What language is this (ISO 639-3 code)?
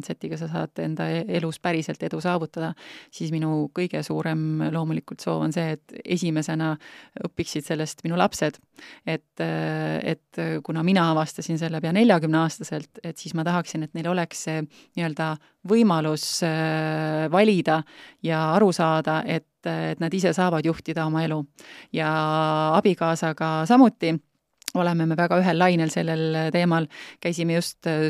est